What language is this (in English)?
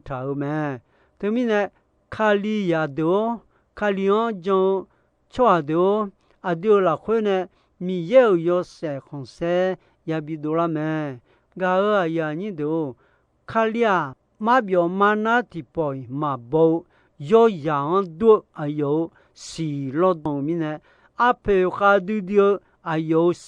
Akha